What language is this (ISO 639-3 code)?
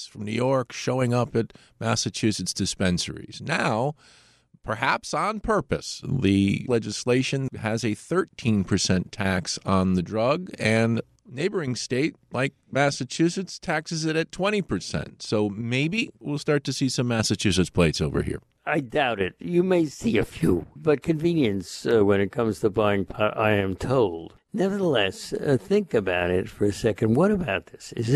eng